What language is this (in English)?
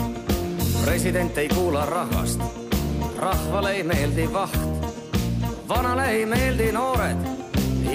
Estonian